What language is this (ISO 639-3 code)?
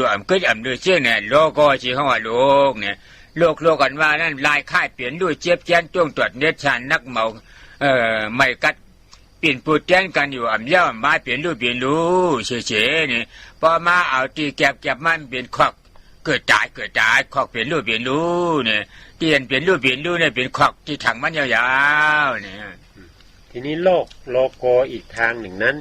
shn